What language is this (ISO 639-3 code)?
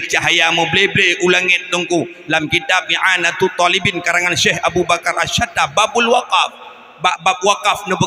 ace